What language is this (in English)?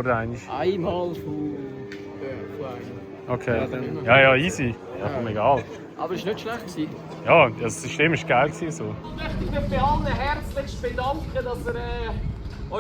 Swiss German